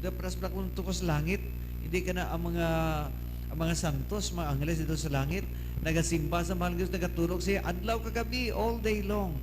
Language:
Hiligaynon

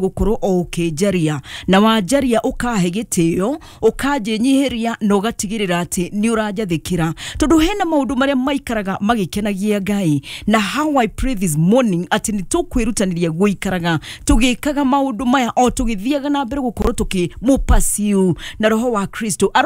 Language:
Kikuyu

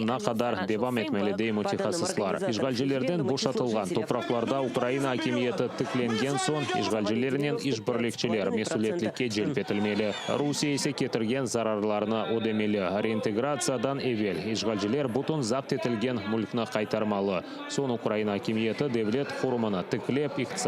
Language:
Crimean Tatar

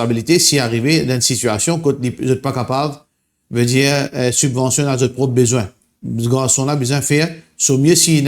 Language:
Morisyen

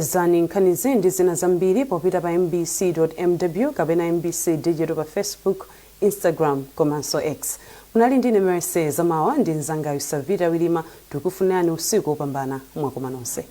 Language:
Nyanja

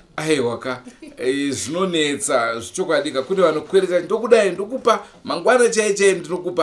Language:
Shona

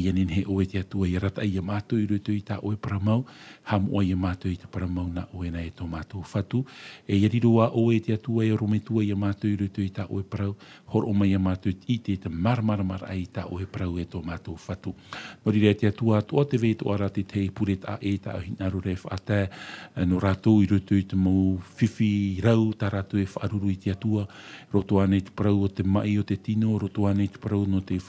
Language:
Tahitian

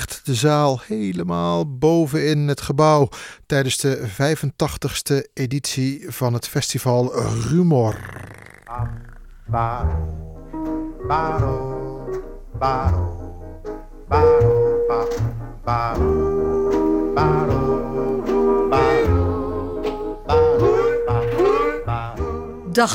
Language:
Dutch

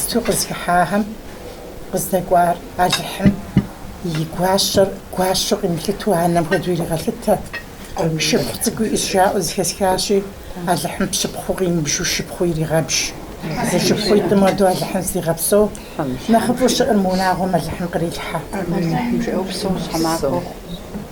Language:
Kabardian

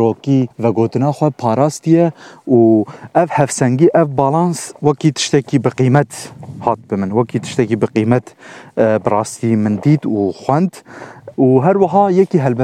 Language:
Kurdish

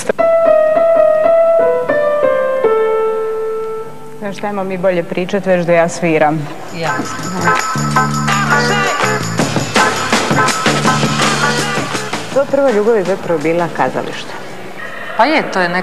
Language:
Croatian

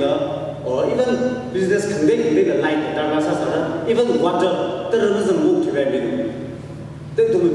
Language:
Tangkhul Naga (India)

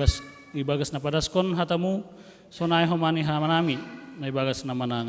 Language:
Batak Simalungun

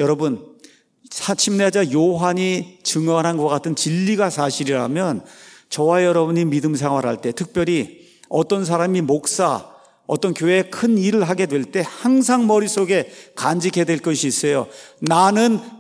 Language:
Korean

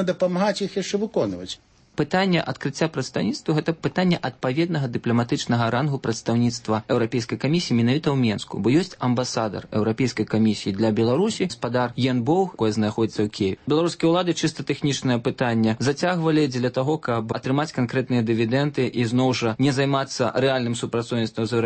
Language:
Belarusian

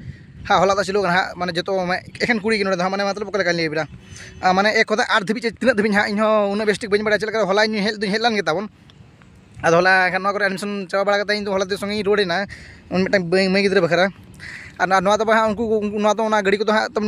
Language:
Santali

